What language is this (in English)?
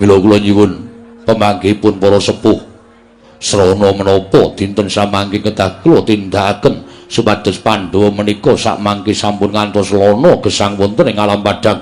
Javanese